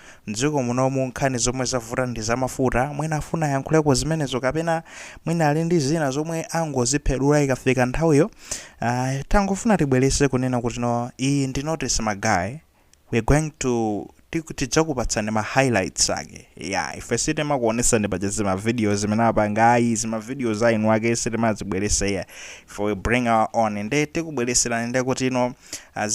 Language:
Nyanja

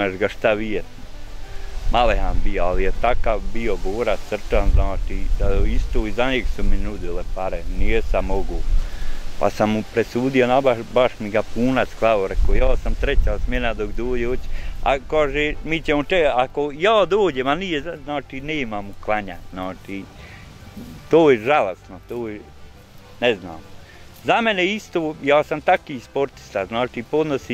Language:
Bosnian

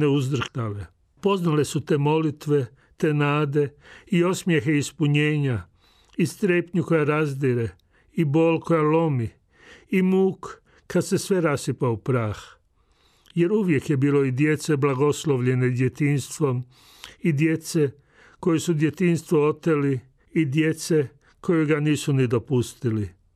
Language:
Croatian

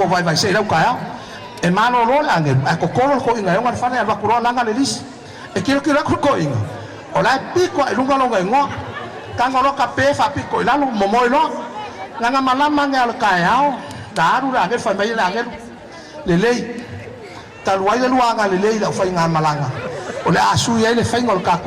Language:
Samoan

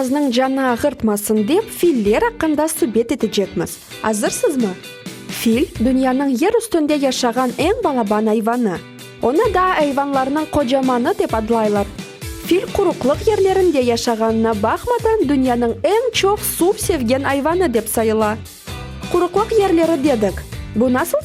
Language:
Crimean Tatar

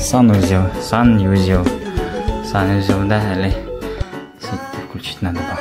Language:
Bashkir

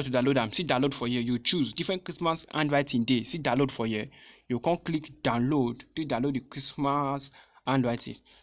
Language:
Nigerian Pidgin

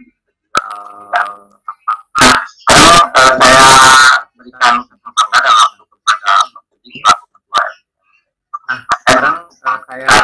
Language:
Indonesian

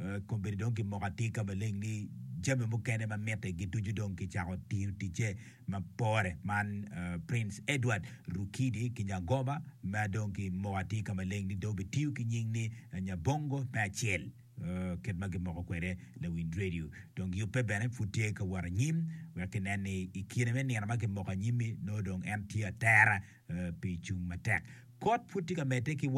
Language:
Acoli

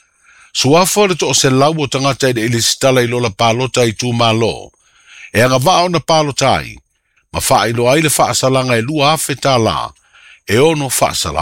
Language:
Samoan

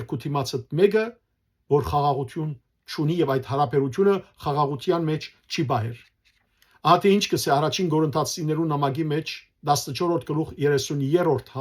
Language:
Western Armenian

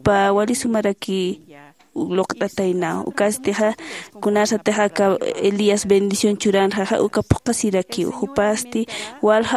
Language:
Aymara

